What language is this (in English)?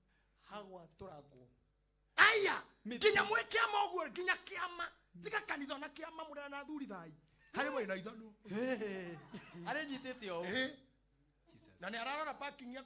Kikuyu